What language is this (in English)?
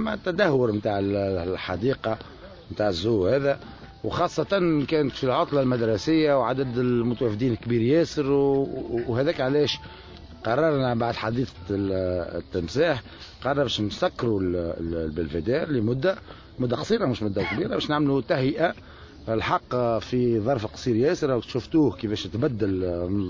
Tunisian Arabic